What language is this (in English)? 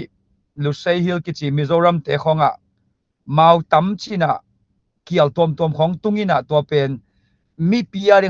Tedim Chin